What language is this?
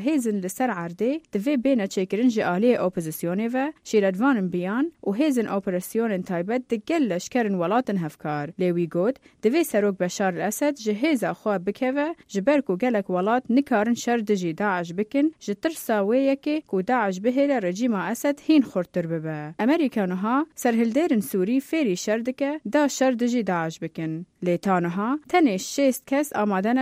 Kurdish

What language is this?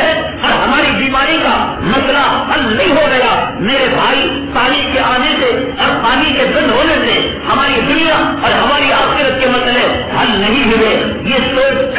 Urdu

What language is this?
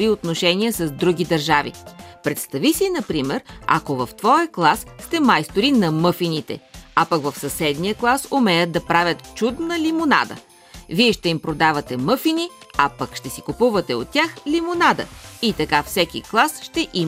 Bulgarian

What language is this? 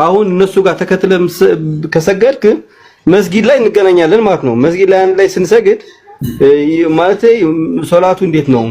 Amharic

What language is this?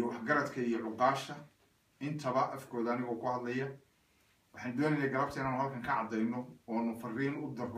Somali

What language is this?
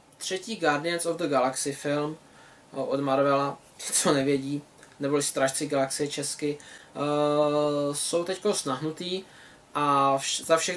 Czech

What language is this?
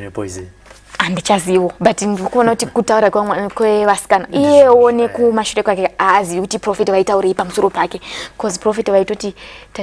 Shona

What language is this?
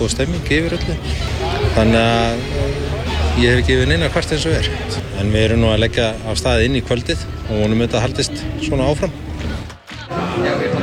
Icelandic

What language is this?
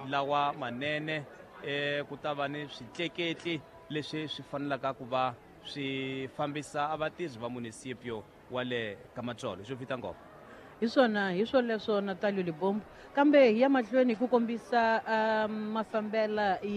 Tsonga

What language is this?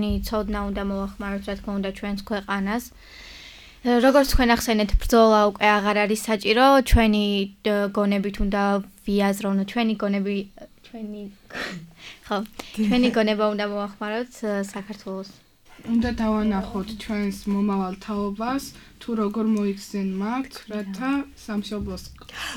Georgian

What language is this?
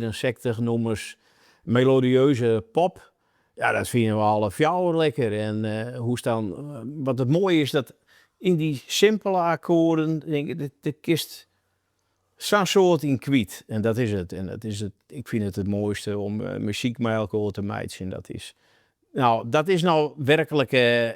Western Frisian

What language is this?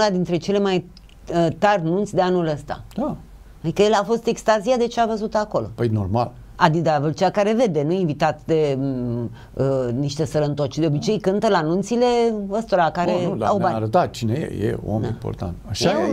Romanian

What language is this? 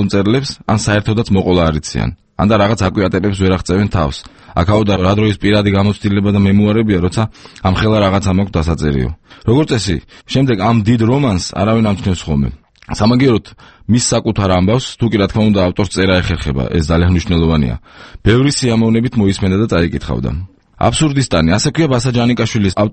Georgian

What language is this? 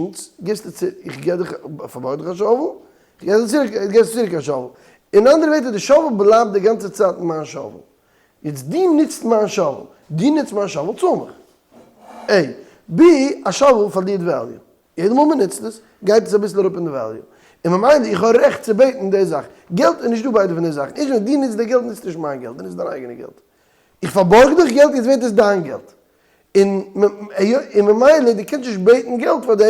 Yiddish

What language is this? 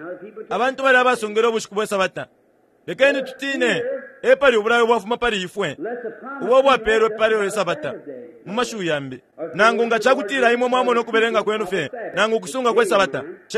Bemba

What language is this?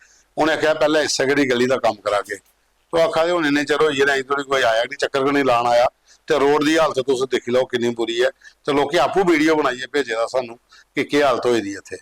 Dogri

